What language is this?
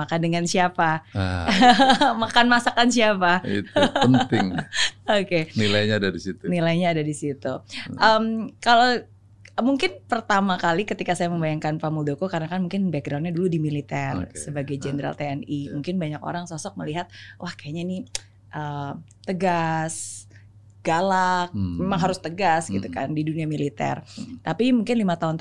Indonesian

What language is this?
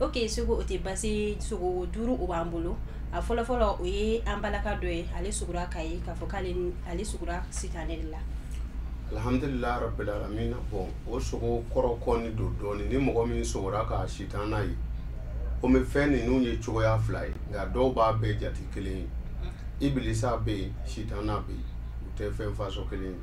Bambara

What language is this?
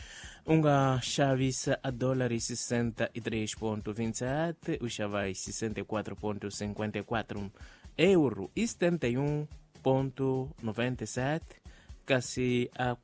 Tsonga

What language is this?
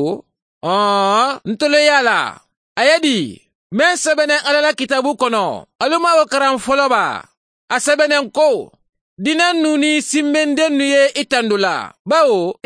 Mandingo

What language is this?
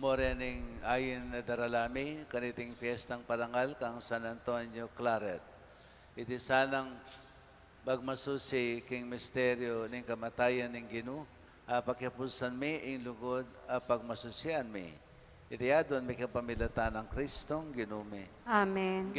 Pampanga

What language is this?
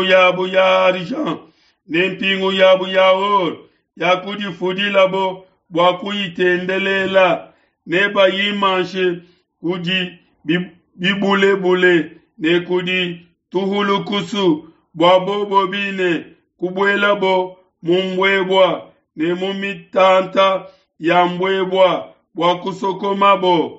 Luba-Lulua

